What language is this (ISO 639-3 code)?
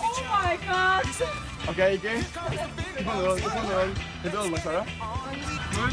fao